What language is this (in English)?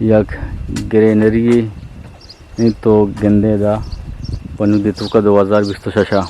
Eastern Balochi